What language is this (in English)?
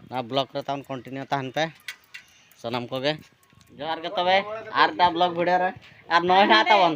Santali